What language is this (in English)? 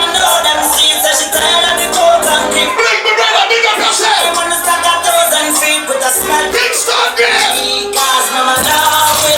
Jamaican Creole English